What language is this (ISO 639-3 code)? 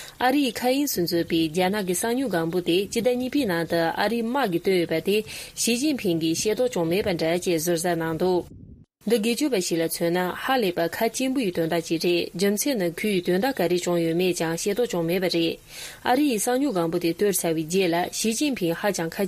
bod